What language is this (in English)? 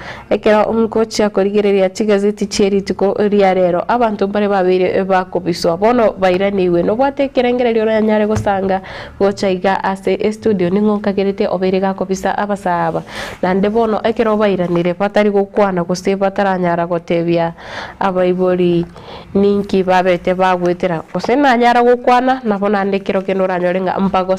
Gusii